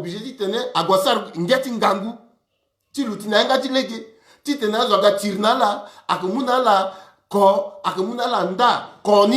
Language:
Sango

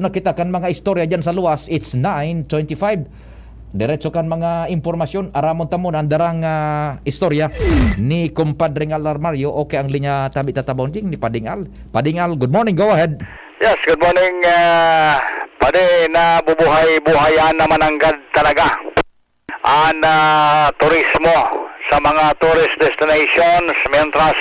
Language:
Bikol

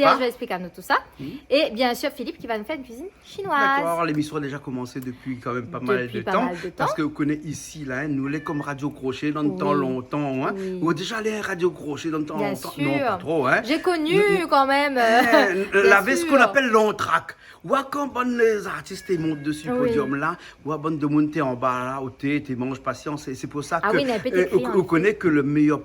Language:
Réunion Creole French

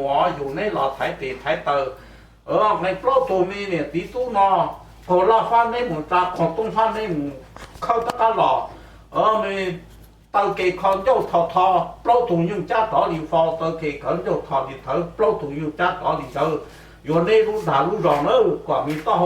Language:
Hmong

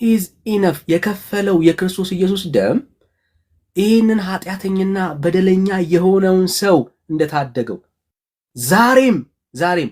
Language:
Amharic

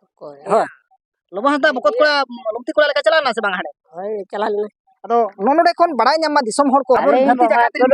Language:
Santali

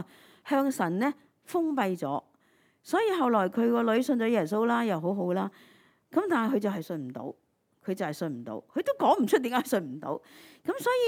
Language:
Cantonese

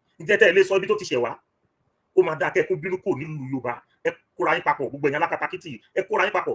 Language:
Yoruba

